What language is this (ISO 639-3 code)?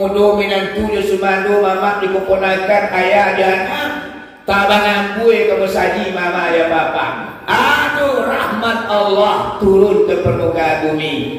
min